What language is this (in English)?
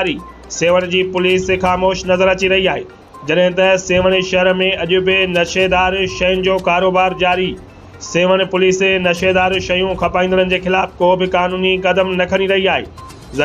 Sindhi